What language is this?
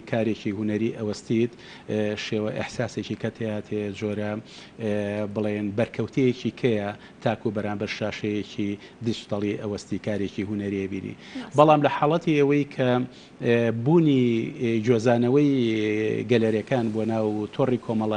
Central Kurdish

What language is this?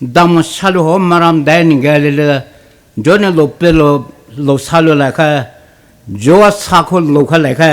Poumei Naga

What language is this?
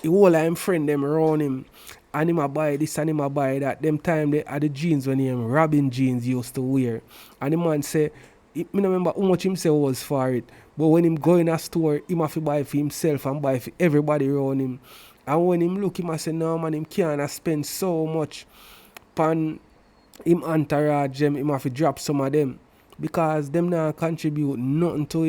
Jamaican Creole English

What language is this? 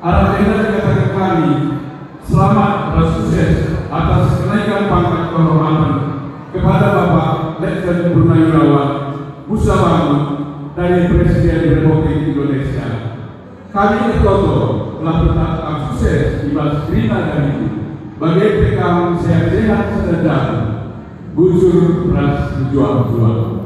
Batak Karo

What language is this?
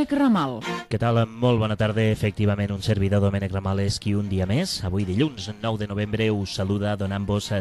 Catalan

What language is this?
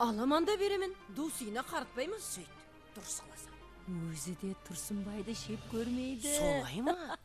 Kara-Kalpak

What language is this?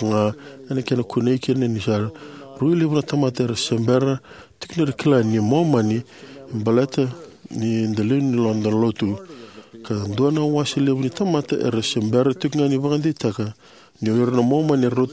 Fijian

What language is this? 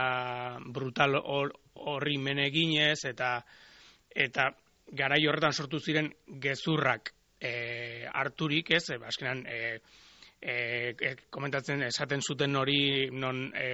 Basque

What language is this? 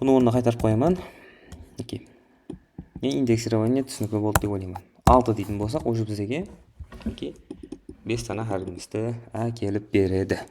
Kara-Kalpak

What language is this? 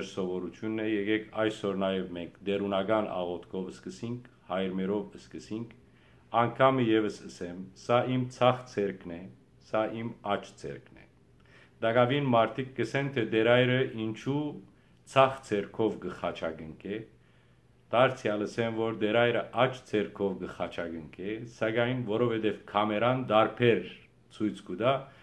Western Armenian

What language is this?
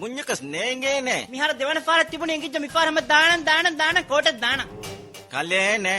Divehi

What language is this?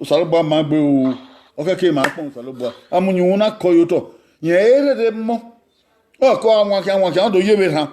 Bini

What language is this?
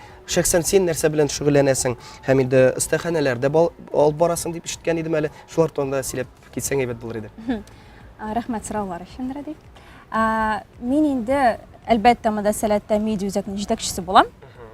Tatar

